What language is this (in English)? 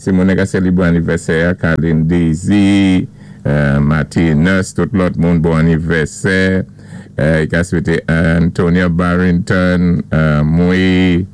Saint Lucian Creole French